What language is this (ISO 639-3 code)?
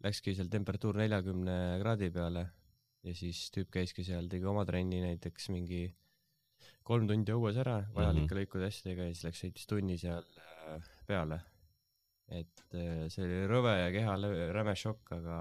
est